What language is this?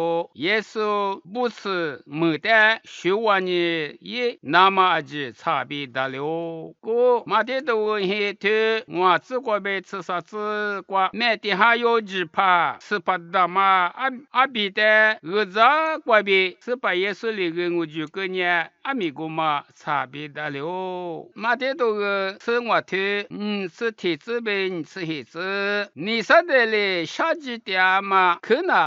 Lisu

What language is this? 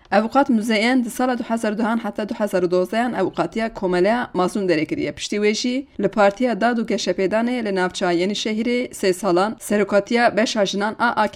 Kurdish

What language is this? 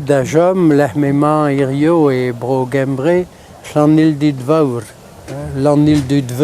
Breton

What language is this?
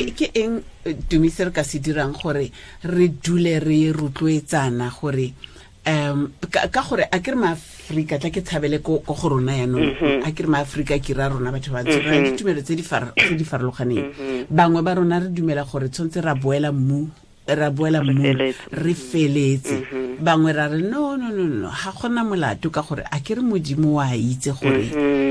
Tswana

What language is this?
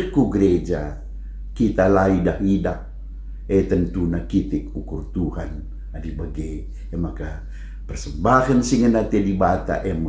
Batak Karo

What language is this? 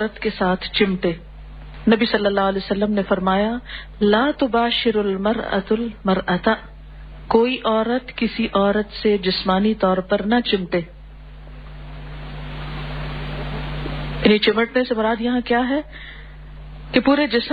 Urdu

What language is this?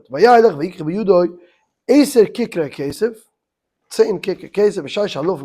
Yiddish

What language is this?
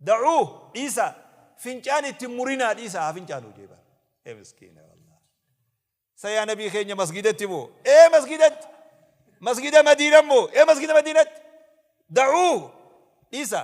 Oromo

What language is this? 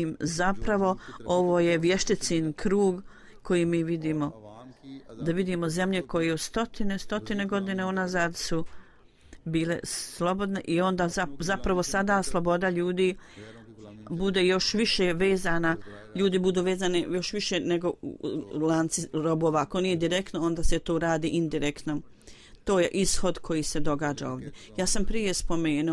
Bosnian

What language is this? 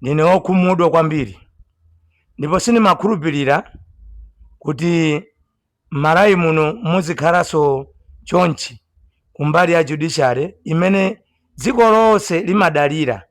Nyanja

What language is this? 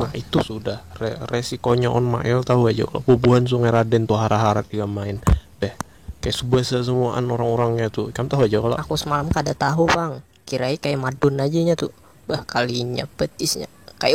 Banjar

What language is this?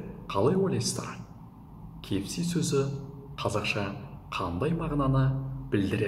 Kazakh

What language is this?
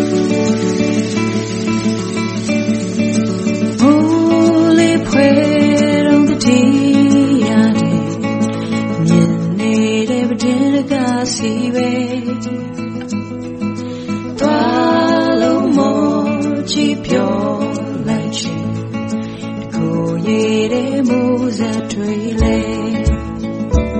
Burmese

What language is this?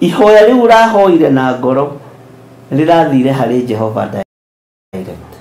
Kikuyu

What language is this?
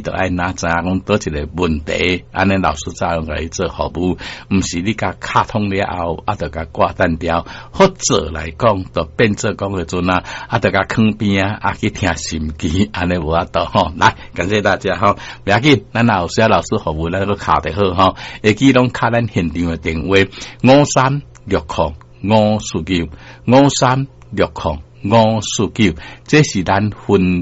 Min Nan Chinese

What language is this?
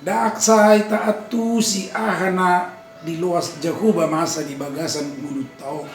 Batak Toba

